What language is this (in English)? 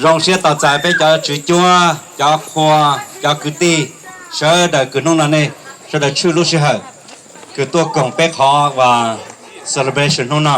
Hmong